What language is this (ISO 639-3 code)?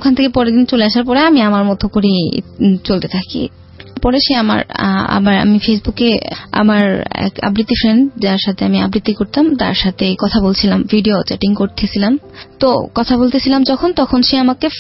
ben